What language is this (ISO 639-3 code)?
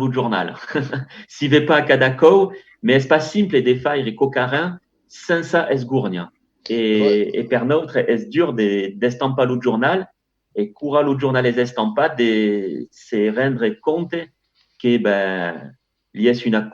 oci